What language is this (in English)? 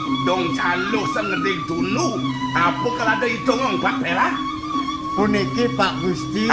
Balinese